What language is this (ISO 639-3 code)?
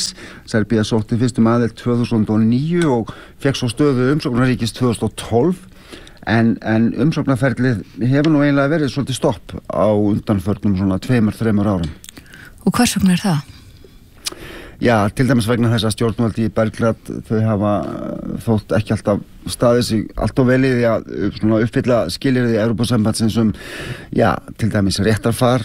isl